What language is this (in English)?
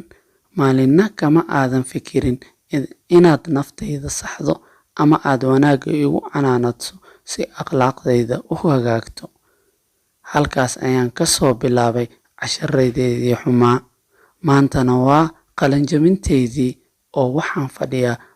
Somali